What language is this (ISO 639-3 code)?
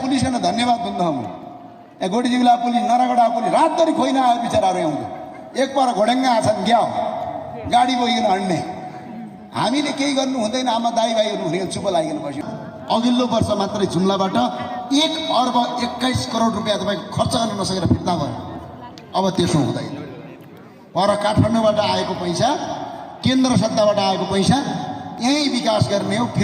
nep